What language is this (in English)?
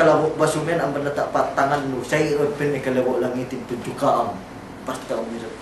Yakan